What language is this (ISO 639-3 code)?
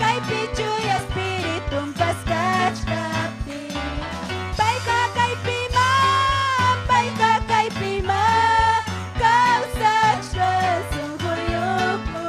quy